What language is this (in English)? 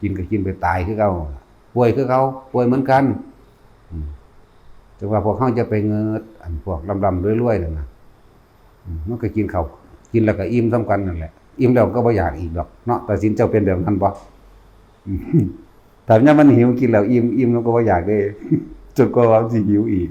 Northeastern Thai